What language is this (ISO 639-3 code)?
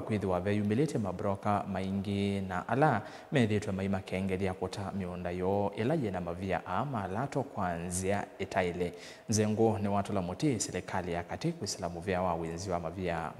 kam